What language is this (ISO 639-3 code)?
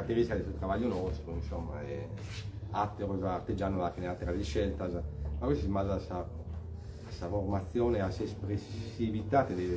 srd